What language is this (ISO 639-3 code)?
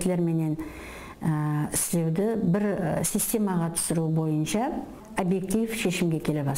kaa